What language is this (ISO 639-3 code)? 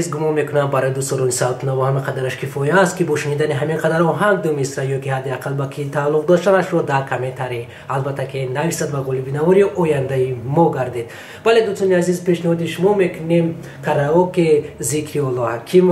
tgk